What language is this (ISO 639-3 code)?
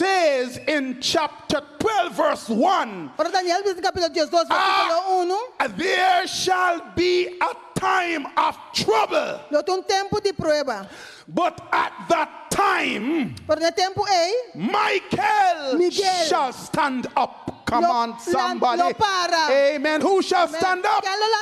pap